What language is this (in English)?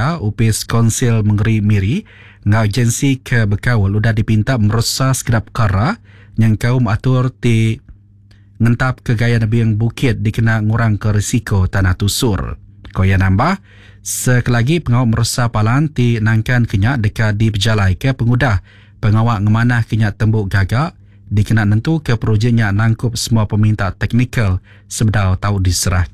Iban